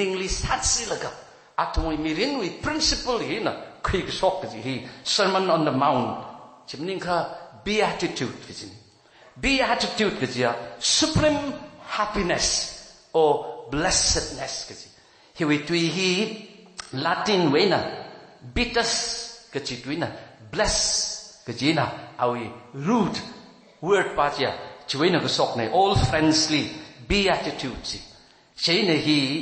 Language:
Tangkhul Naga (India)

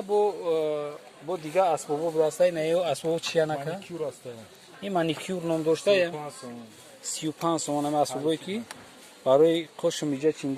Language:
Tajik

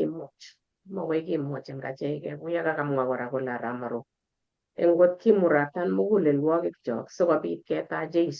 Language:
Kalenjin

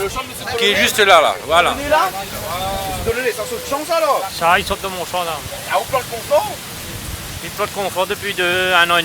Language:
Réunion Creole French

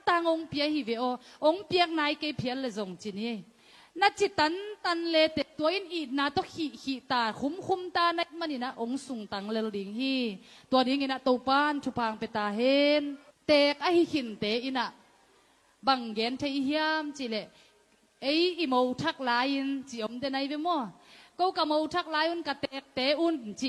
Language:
Tedim Chin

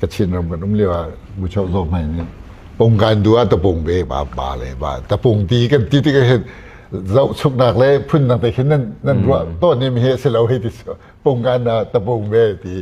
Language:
Hakha Chin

